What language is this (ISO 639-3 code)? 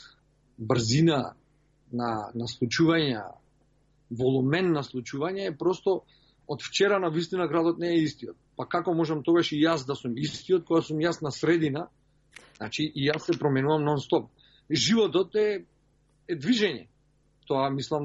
mkd